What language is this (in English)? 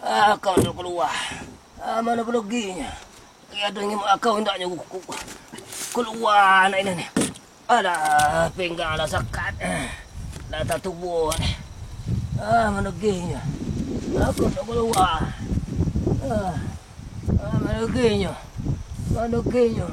Minangkabau